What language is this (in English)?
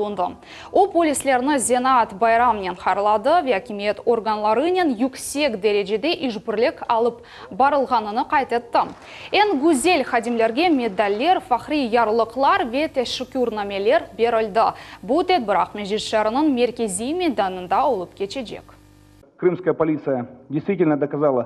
Crimean Tatar